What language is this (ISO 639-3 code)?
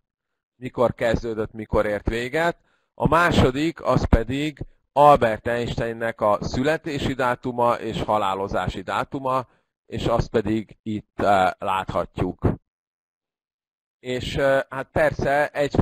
hun